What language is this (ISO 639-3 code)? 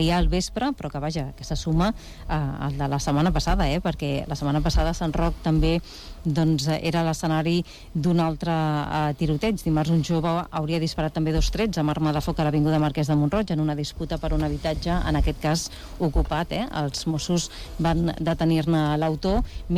cat